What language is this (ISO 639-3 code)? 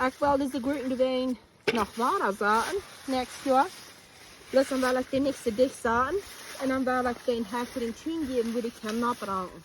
pdt